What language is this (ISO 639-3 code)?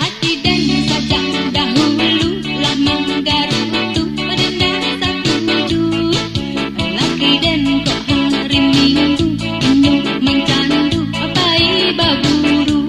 min